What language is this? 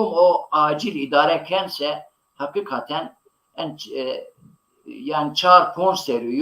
Zaza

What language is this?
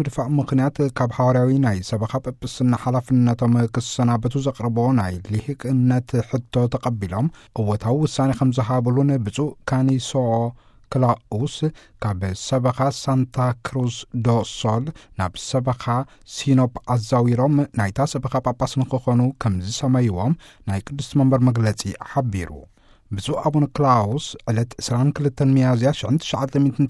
Tigrinya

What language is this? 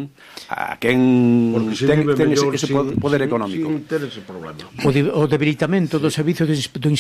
Galician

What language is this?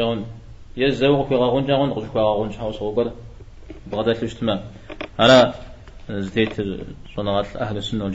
Kabardian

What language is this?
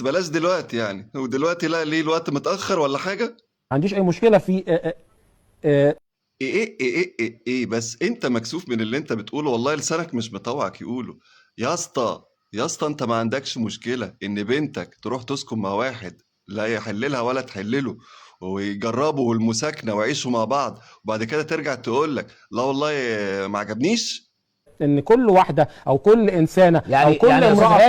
Egyptian Arabic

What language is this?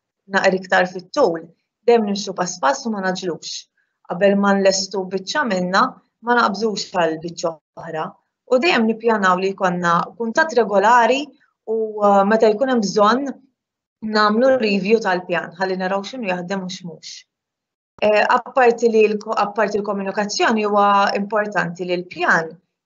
Maltese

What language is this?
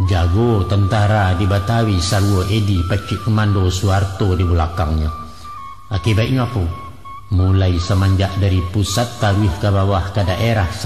Minangkabau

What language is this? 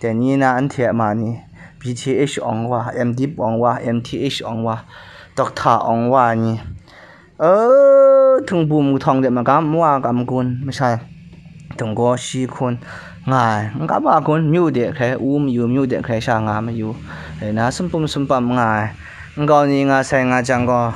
Kachin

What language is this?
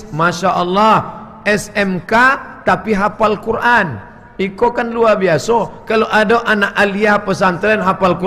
Minangkabau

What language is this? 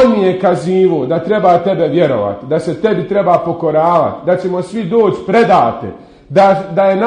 Bosnian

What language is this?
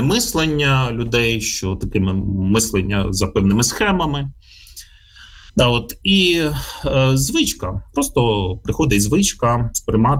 Ukrainian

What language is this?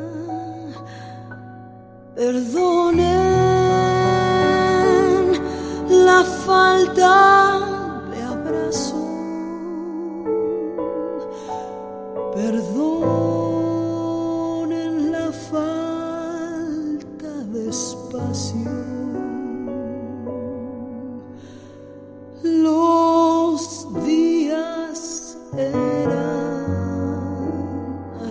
Spanish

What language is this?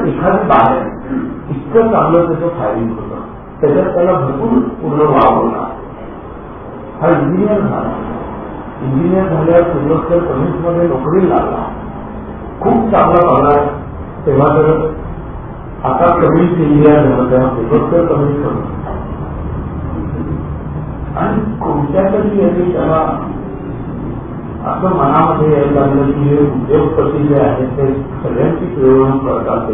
Marathi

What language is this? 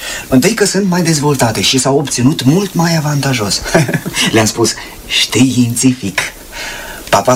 Romanian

